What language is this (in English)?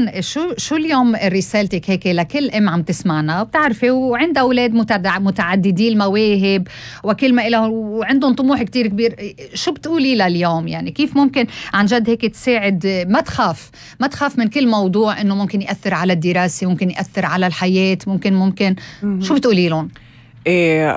North Levantine Arabic